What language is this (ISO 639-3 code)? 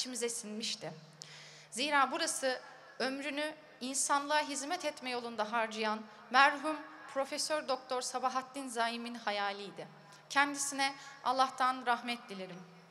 tur